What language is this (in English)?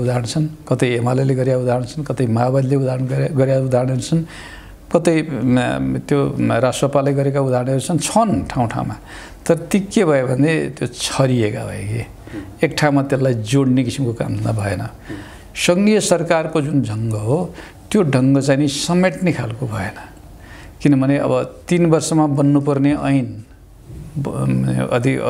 Nepali